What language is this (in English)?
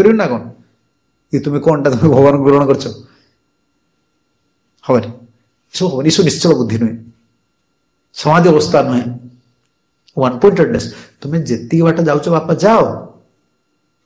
Odia